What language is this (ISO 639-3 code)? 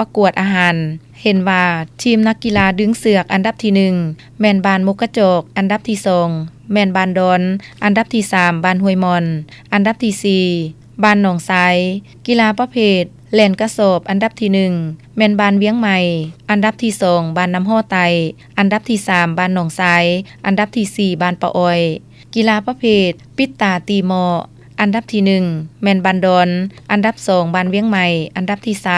lao